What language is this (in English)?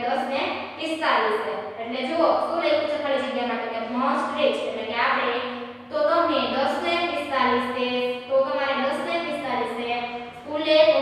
Gujarati